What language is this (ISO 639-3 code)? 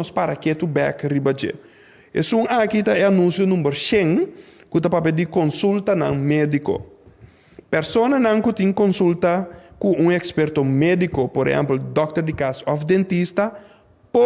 pap